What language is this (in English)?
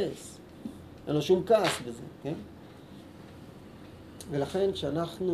Hebrew